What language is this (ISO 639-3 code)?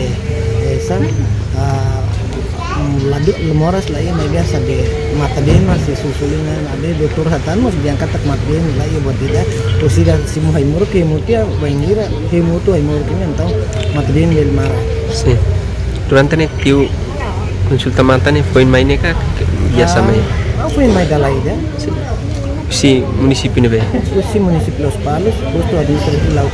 tet